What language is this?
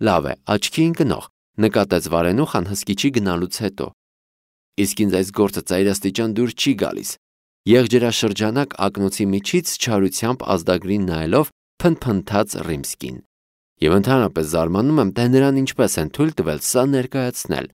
Armenian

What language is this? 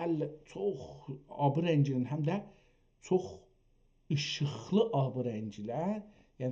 South Azerbaijani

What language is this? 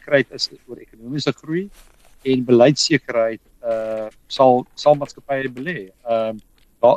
Afrikaans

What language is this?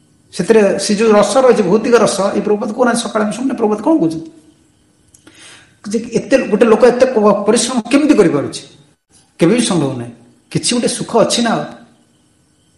Odia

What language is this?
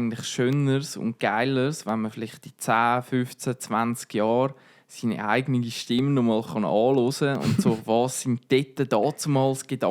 Swiss German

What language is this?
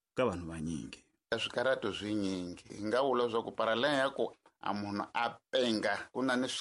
Tsonga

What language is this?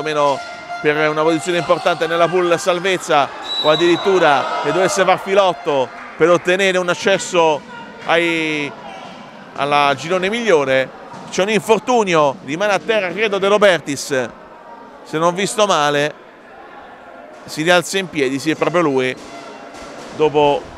Italian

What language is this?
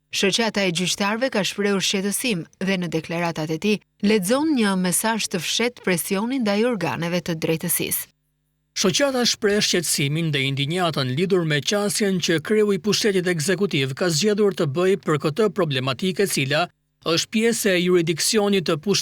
Albanian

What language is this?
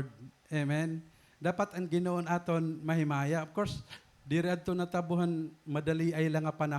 Waray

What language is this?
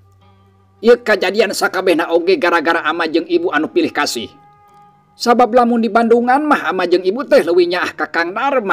Sundanese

